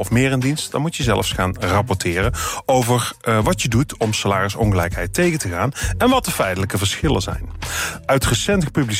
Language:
Dutch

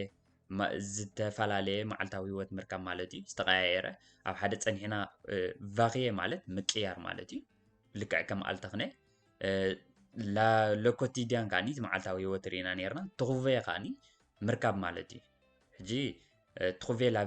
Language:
Tigrinya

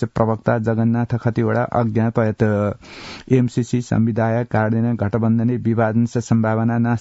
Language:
Sanskrit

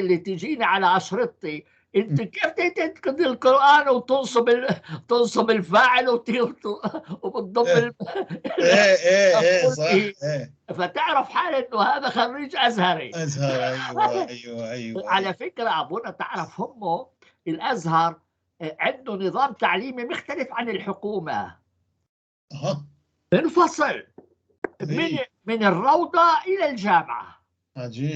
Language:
North Levantine Arabic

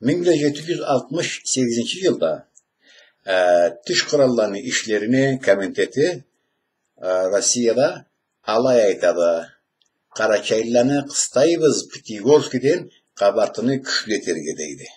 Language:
Karachay-Balkar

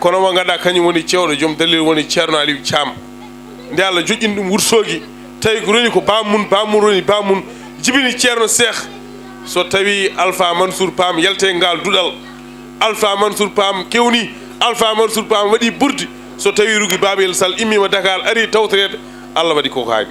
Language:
Fula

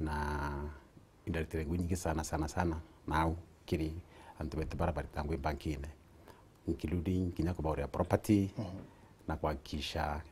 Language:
Meru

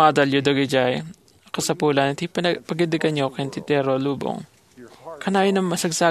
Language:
Iloko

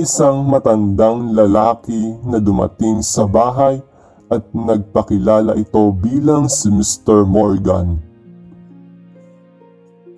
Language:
Filipino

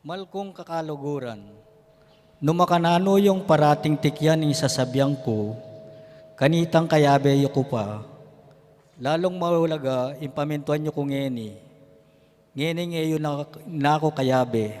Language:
Pampanga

